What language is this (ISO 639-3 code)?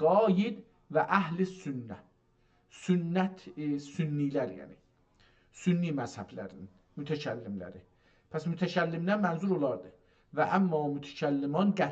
azb